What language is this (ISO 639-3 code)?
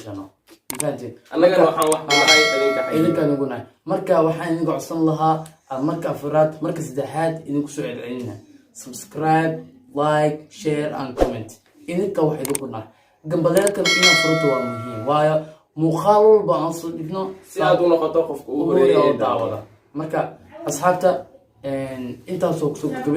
som